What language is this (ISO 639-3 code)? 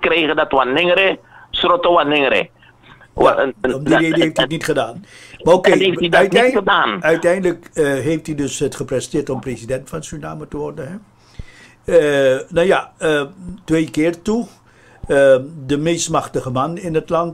nld